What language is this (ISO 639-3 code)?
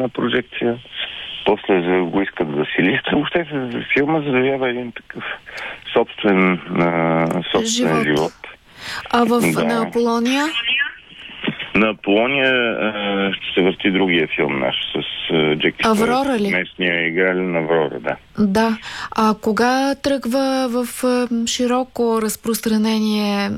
bul